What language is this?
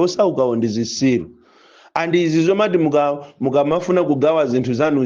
Nyanja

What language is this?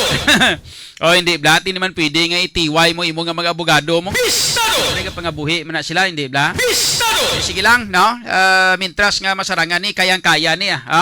Hiligaynon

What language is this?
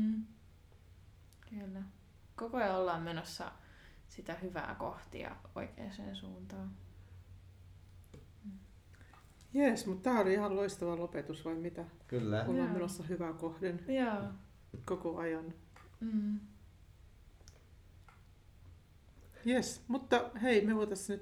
Finnish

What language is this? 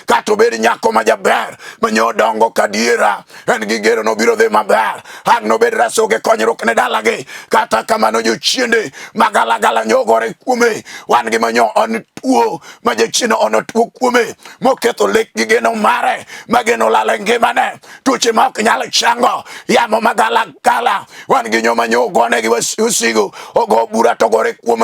Luo (Kenya and Tanzania)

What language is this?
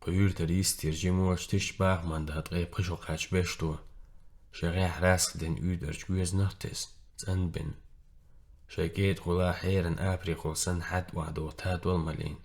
Chechen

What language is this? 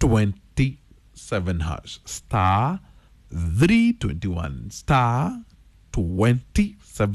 Kikuyu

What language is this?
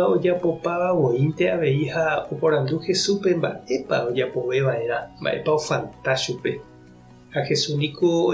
Guarani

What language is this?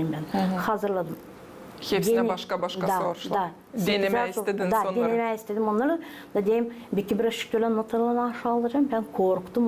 Gagauz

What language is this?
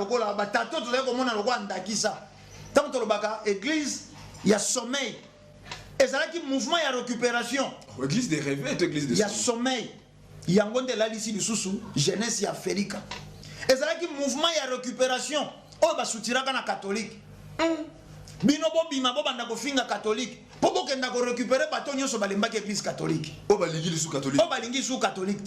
Lingala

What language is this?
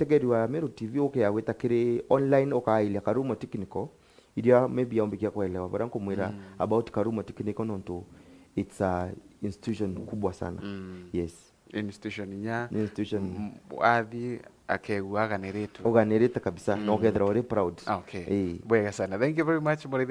Meru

